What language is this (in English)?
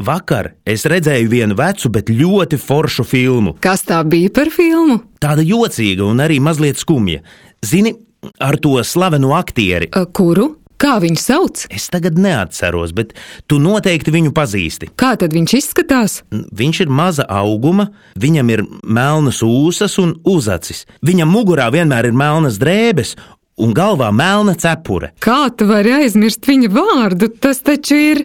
Latvian